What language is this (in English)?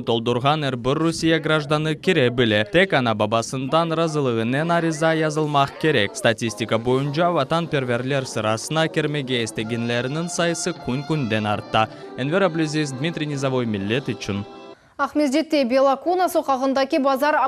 Crimean Tatar